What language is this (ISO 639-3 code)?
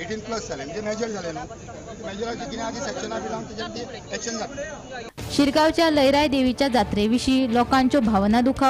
kok